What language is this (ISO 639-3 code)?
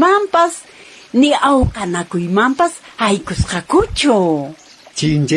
que